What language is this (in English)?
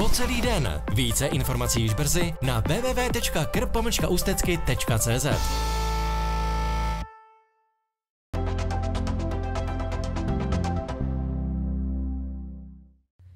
Czech